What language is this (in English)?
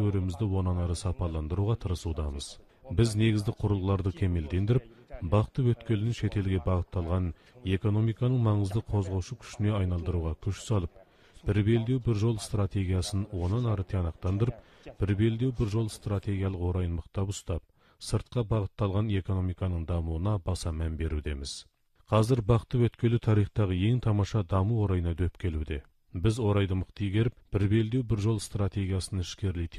Kazakh